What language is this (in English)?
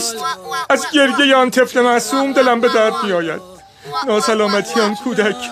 Persian